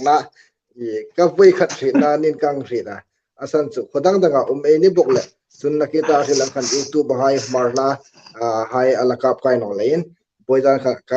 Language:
Hmar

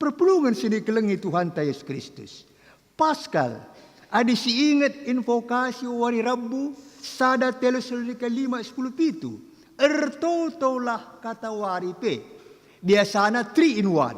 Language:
Batak Karo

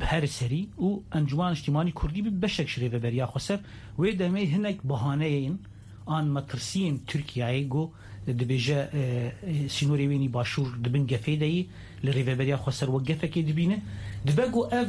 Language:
Kurdish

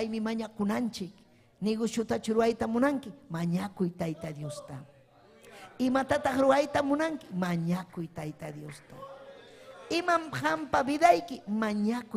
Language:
Ayacucho Quechua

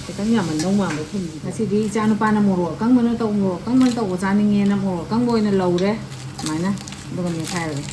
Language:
Manipuri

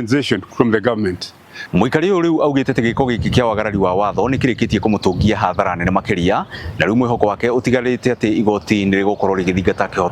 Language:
Kikuyu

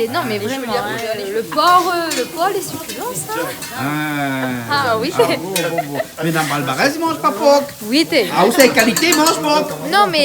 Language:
Réunion Creole French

